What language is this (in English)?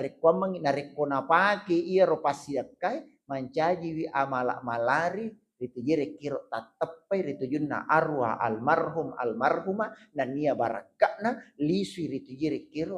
Buginese